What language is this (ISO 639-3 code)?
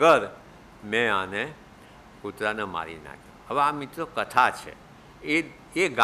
guj